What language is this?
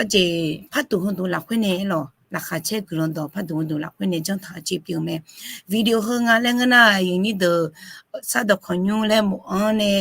Akha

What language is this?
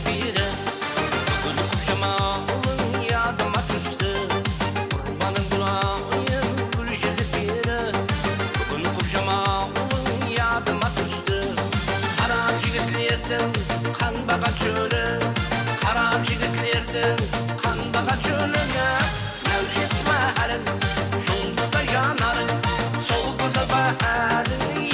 Kara-Kalpak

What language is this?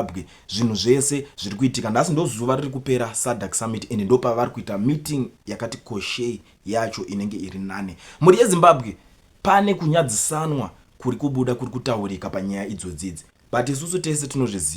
Shona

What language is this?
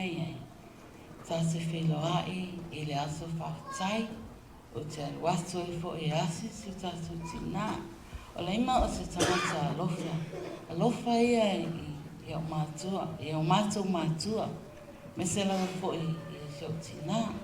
Samoan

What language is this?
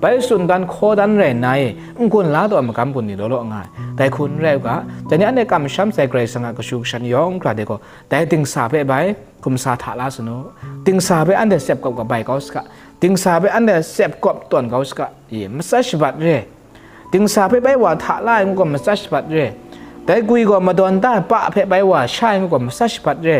Kachin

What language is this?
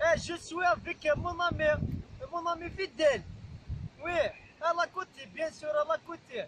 Kabyle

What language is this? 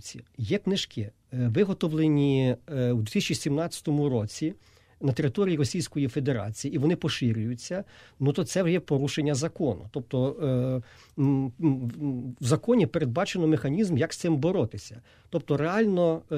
Ukrainian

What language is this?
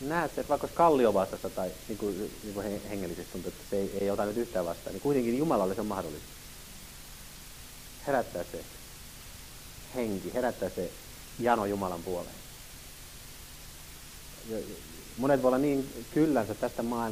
Finnish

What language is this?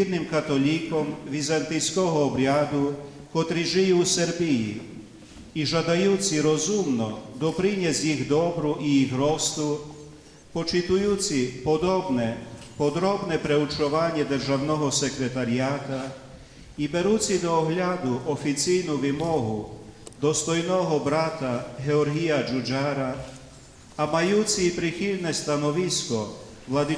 Rusyn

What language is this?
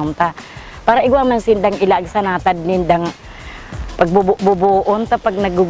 Bikol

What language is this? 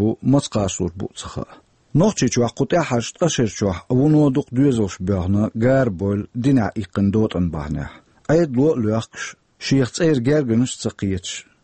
Chechen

